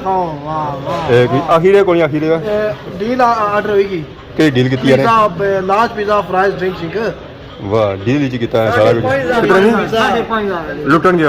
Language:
Pahari-Potwari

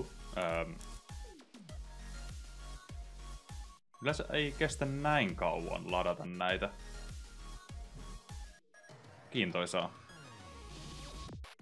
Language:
Finnish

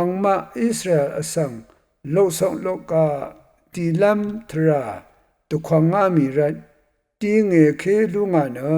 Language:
Rawang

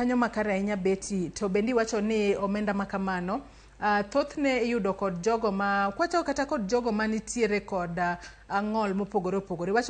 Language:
Luo (Kenya and Tanzania)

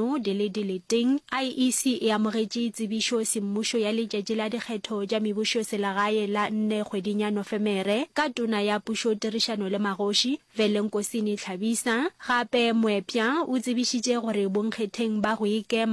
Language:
Northern Sotho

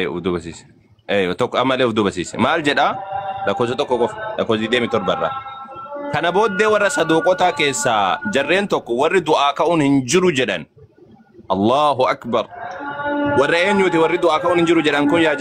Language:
Oromo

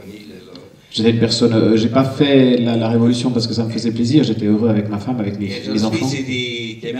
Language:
French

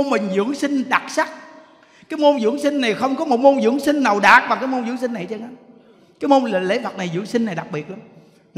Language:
Vietnamese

